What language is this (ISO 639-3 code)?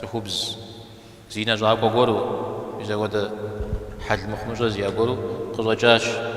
kbd